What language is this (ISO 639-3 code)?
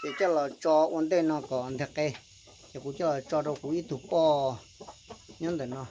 hmn